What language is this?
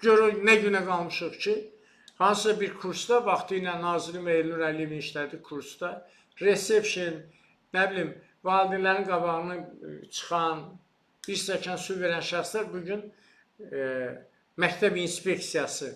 Azerbaijani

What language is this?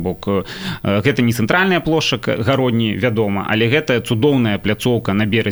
Belarusian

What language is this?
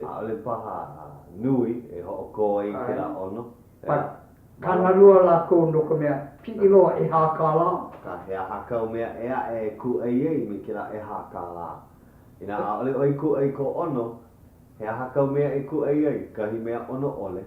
Hawaiian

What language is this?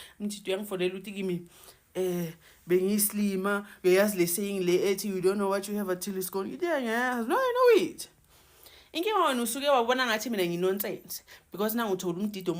Zulu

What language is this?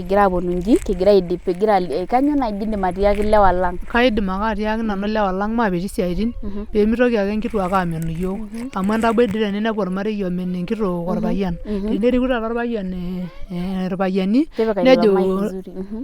Masai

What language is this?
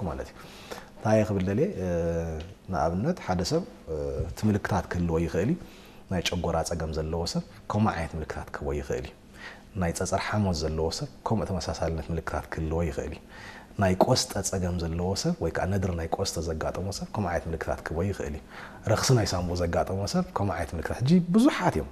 Tigrinya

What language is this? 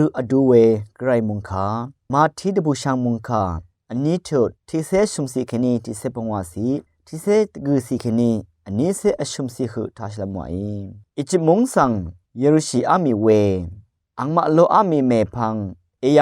Rawang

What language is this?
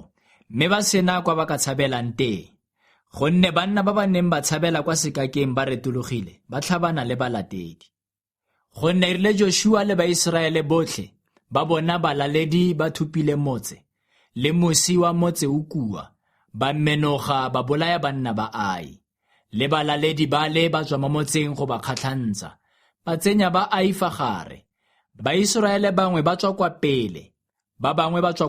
Tswana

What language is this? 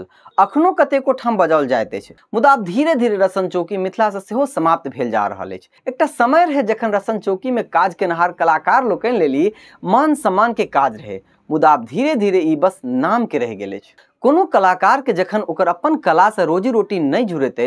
Maithili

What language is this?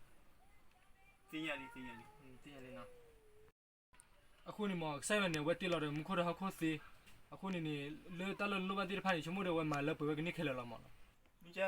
S'gaw Karen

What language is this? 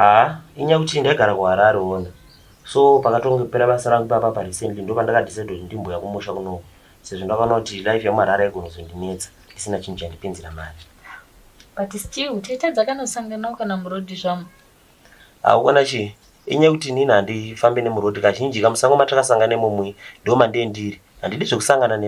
Shona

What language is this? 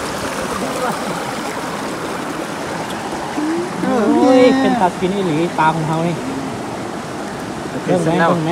Lao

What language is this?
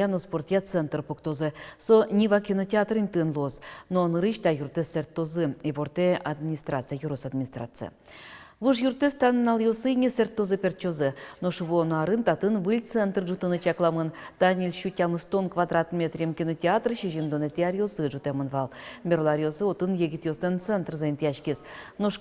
Udmurt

